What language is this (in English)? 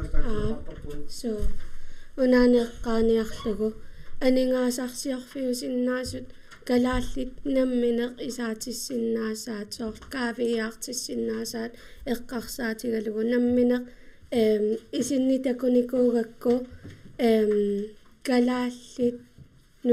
Kalaallisut